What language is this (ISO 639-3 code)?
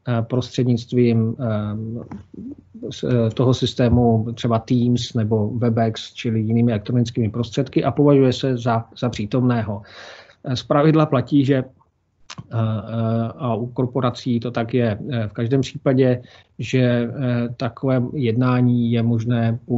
ces